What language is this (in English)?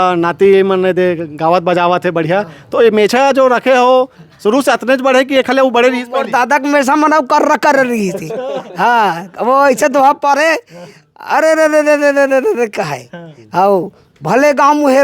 Chhattisgarhi